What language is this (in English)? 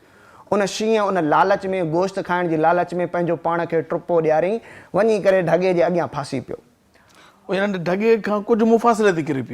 Sindhi